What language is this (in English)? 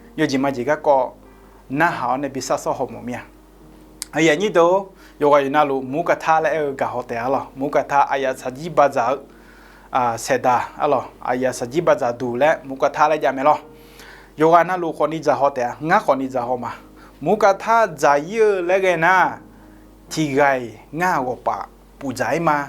Akha